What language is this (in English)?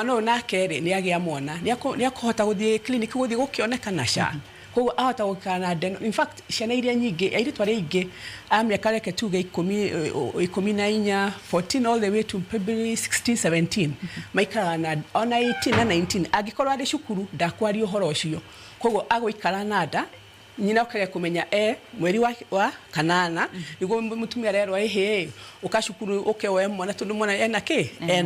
Kikuyu